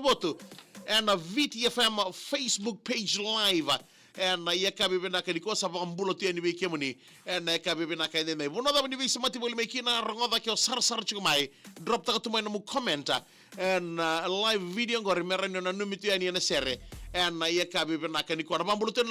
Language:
Fijian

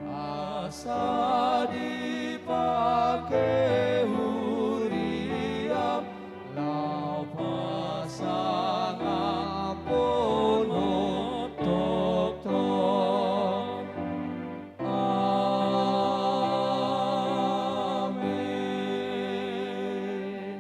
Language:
Batak Toba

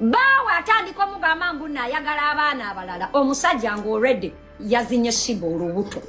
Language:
Ganda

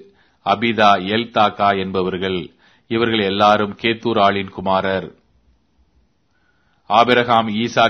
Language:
Tamil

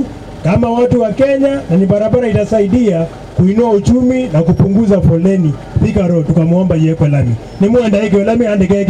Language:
Swahili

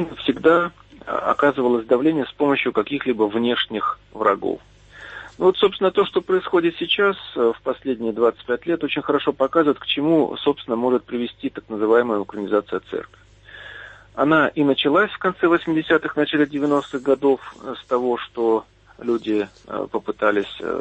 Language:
Russian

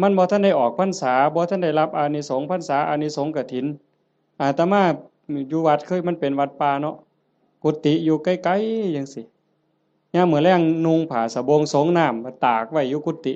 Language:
Northeastern Thai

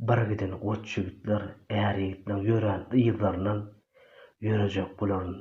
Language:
Turkmen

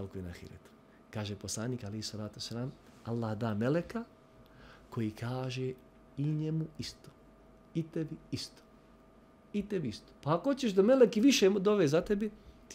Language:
Bosnian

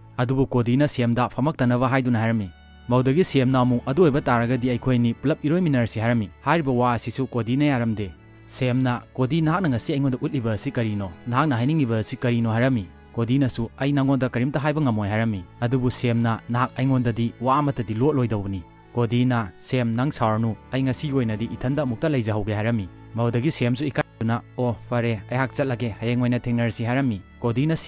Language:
Manipuri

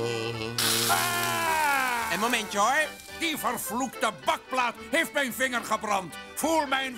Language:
Dutch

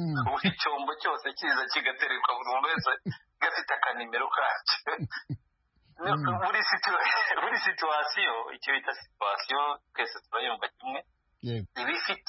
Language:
Kinyarwanda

